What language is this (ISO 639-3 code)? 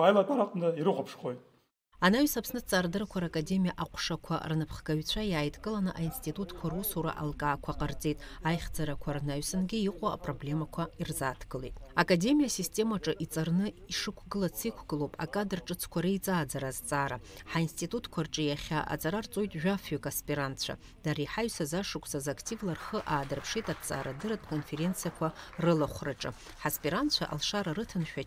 abk